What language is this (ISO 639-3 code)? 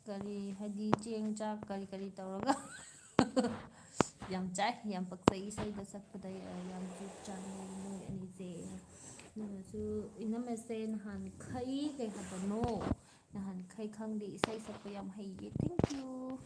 mni